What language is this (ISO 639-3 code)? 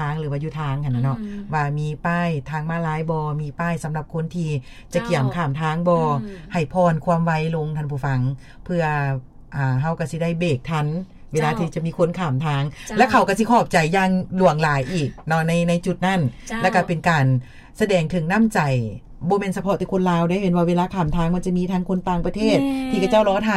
lao